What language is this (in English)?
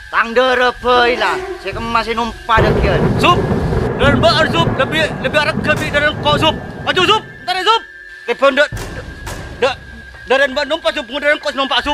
Madurese